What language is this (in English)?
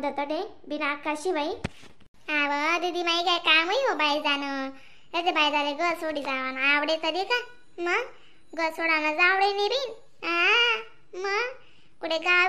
Khandesi